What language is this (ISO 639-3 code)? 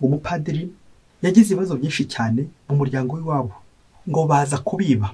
kin